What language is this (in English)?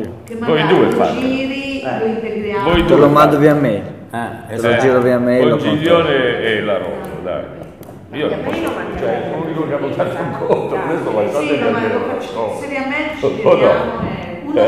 Italian